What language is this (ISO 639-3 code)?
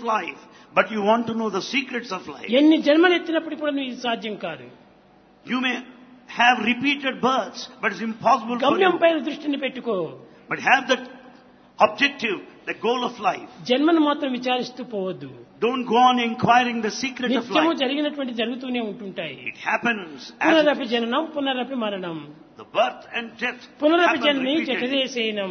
tel